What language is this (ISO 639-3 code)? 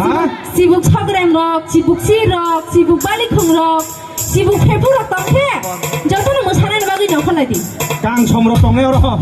trp